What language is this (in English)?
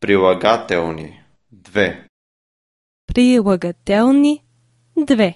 Slovenian